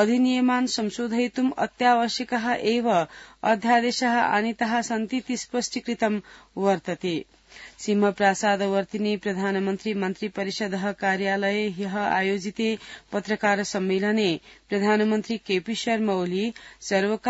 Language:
Sanskrit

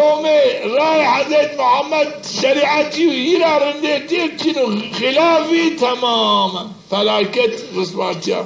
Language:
Zaza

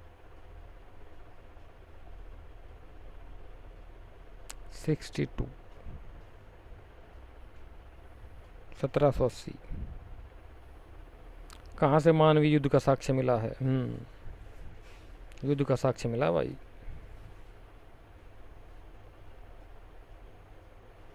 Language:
Hindi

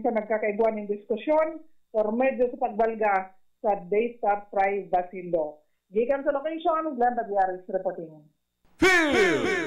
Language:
Bikol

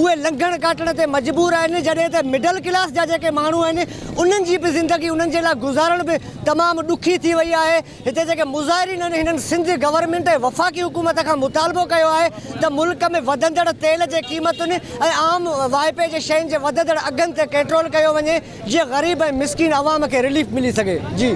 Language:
Sindhi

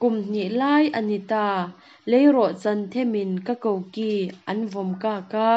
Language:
Mizo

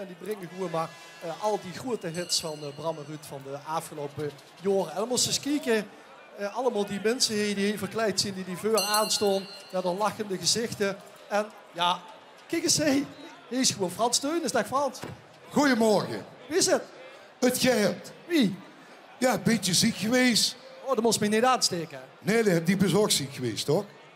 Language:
Limburgish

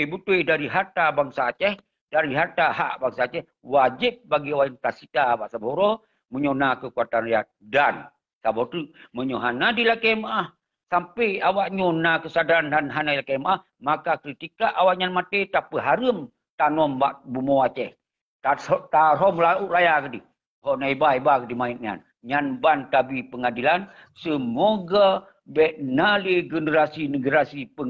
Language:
Achinese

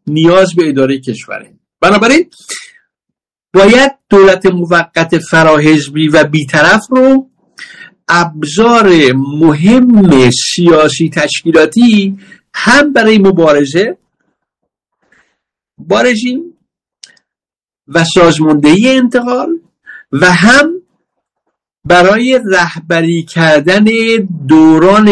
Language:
Persian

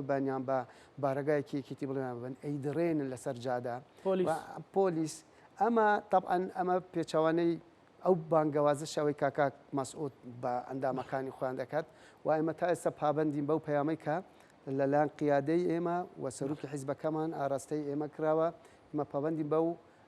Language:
Central Kurdish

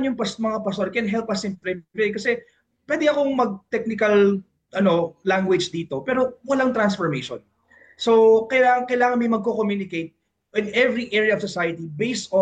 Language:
Filipino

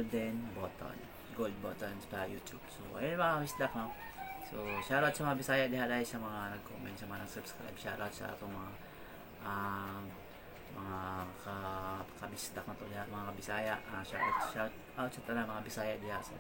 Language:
Cebuano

